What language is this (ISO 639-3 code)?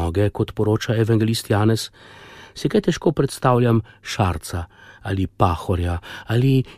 slv